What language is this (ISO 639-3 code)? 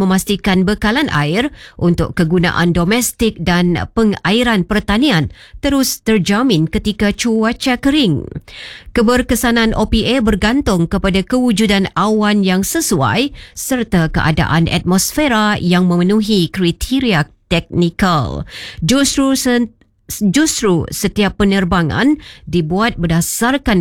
msa